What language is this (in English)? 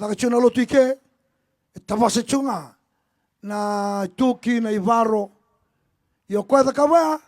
Fijian